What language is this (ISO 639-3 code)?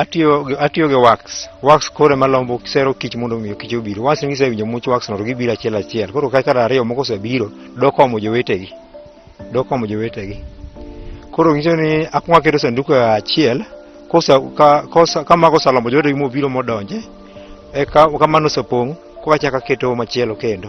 luo